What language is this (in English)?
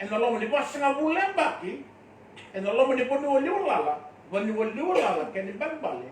Fijian